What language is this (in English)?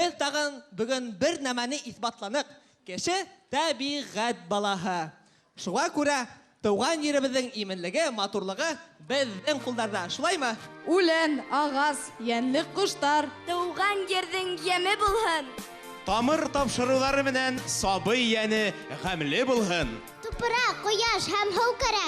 Bashkir